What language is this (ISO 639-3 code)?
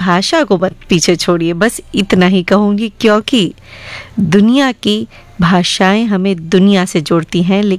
hin